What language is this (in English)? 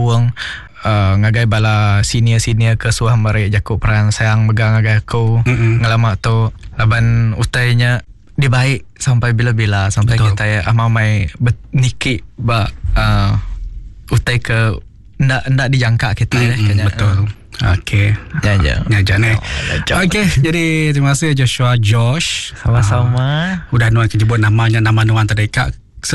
Iban